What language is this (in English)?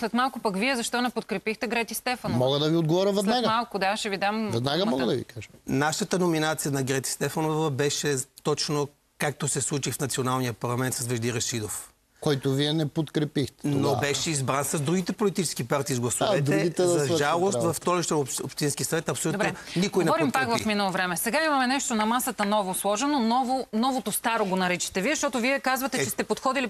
Bulgarian